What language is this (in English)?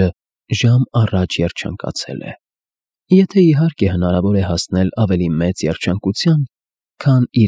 Armenian